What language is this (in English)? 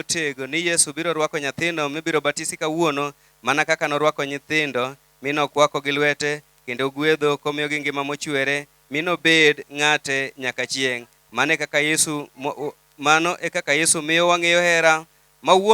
Luo (Kenya and Tanzania)